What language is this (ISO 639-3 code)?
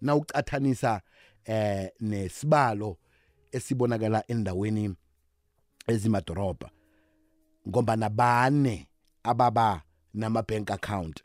nbl